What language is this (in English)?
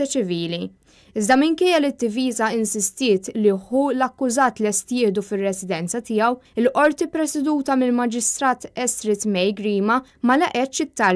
Maltese